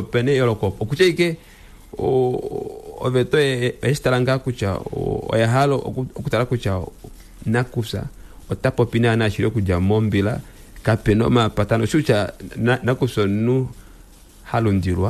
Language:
Kuanyama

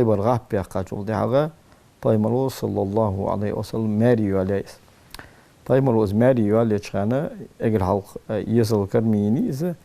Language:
Ingush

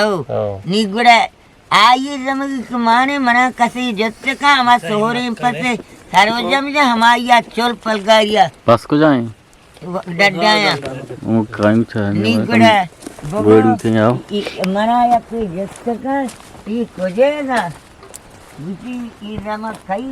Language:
Eastern Balochi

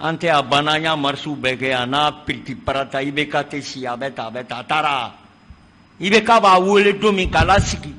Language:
Bambara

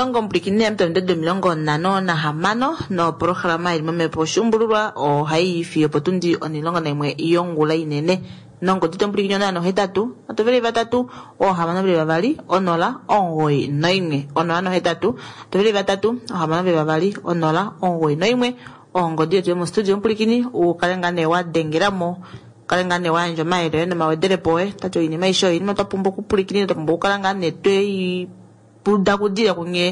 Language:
Kuanyama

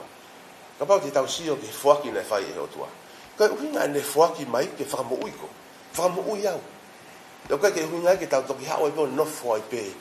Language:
Tongan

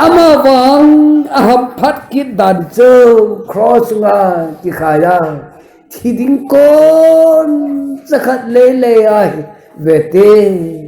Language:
Thado Chin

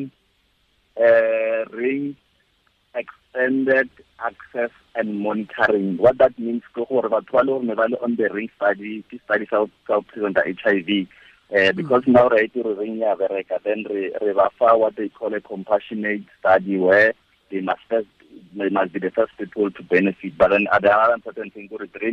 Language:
Tswana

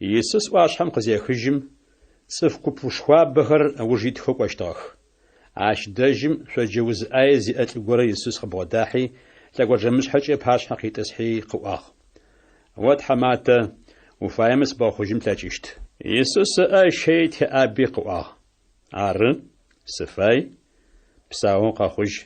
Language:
Adyghe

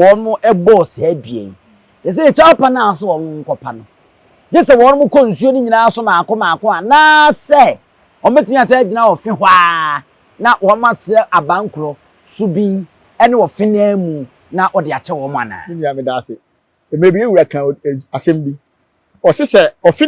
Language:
Akan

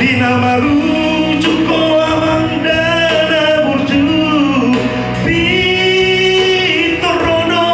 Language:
Batak Toba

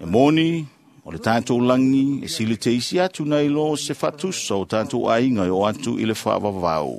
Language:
Samoan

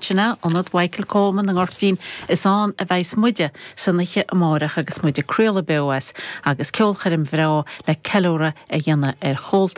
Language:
Irish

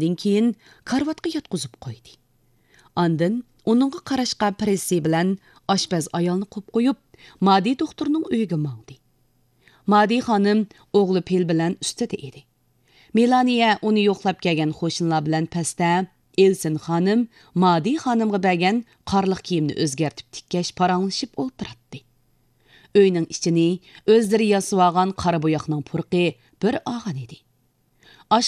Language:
Uyghur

